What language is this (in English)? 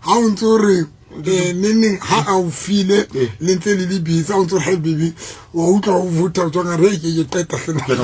Southern Sotho